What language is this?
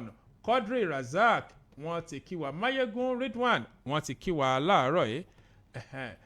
Yoruba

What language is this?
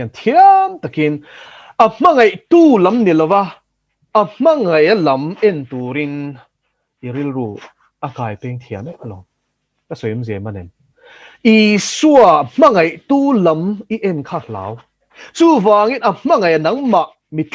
Mizo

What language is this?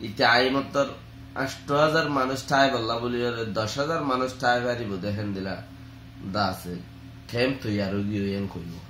Rohingya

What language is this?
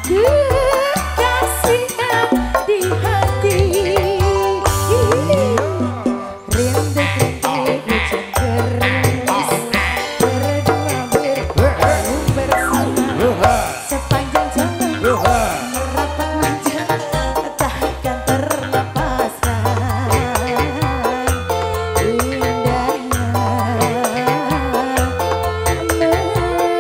Indonesian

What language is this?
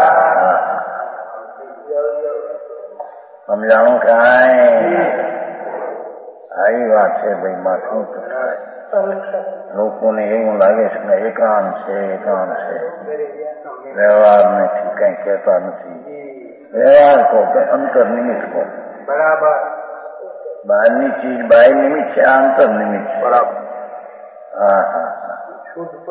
Gujarati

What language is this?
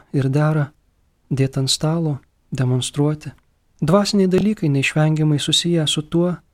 Lithuanian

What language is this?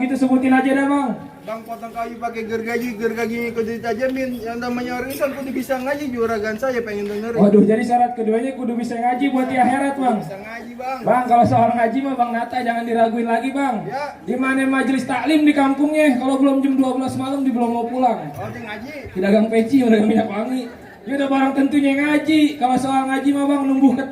Betawi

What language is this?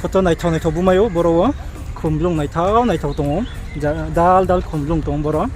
Riang (India)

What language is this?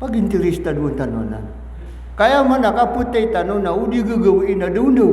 Maranao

